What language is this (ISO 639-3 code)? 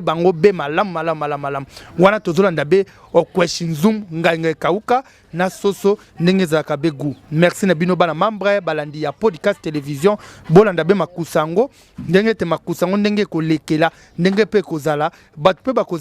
lin